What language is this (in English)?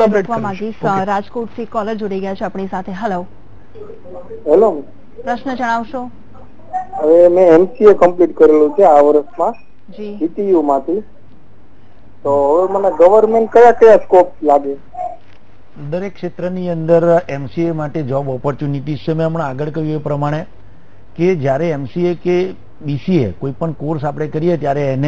Gujarati